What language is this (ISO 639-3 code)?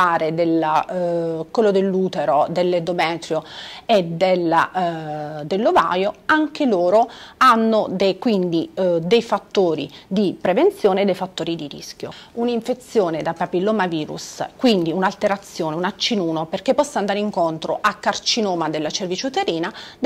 ita